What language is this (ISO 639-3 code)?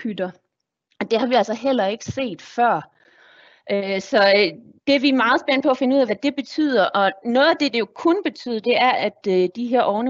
dan